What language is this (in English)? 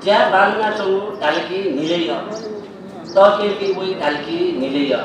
Newari